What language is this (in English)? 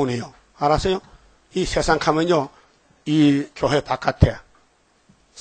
Korean